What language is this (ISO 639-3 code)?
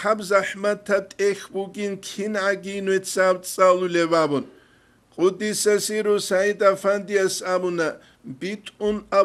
ava